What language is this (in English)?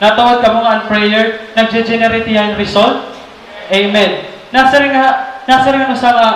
Waray